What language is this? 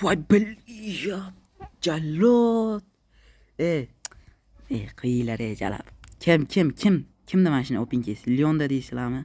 Uzbek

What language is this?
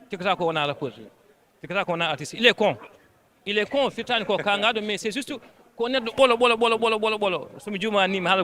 Fula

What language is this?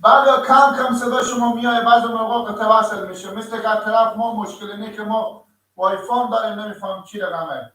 Persian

